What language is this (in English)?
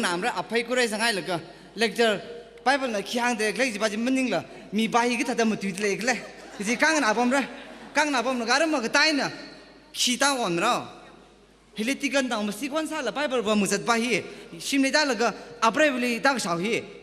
Tangkhul Naga (India)